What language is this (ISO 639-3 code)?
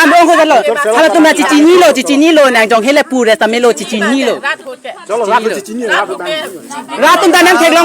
mjw